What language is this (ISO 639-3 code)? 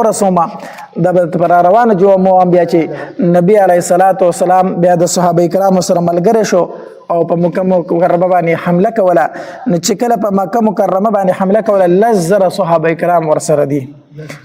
pus